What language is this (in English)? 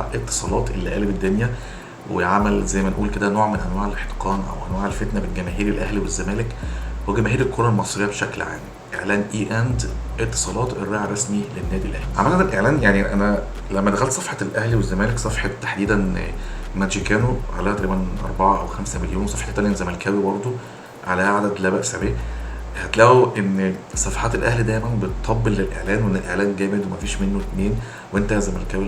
Egyptian Arabic